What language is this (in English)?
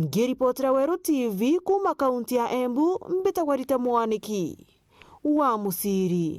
Meru